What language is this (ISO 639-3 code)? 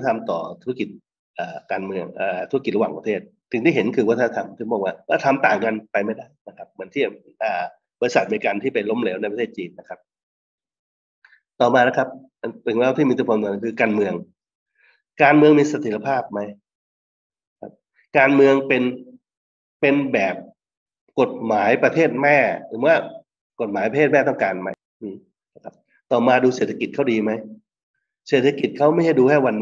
tha